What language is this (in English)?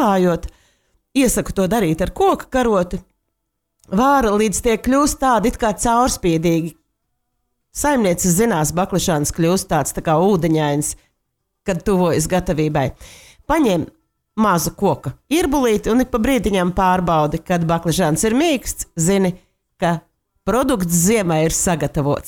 Latvian